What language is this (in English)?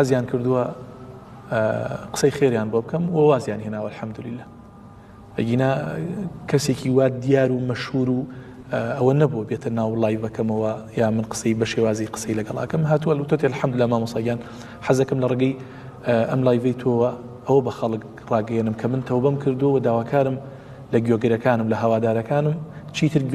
Central Kurdish